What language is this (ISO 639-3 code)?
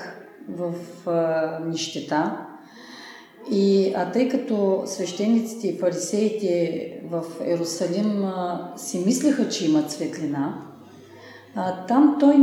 bul